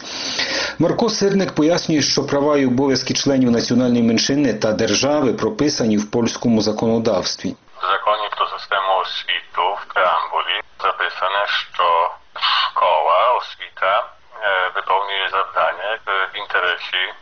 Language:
Ukrainian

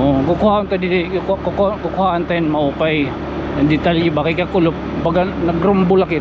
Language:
Waray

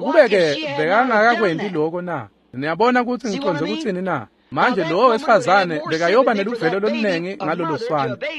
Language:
Swati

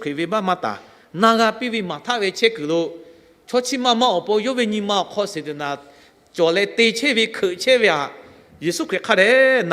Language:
Lahu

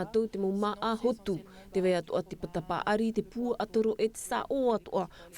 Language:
Tahitian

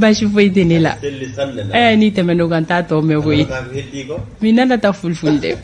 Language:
Bambara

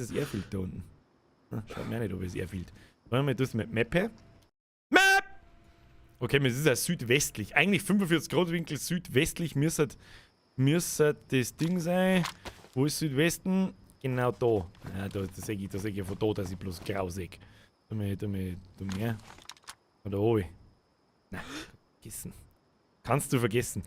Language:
Bavarian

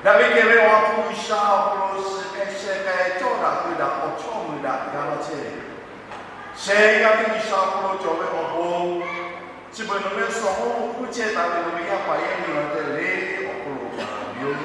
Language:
Lahu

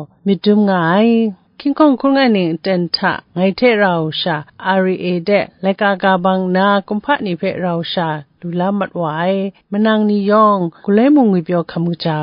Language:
Kachin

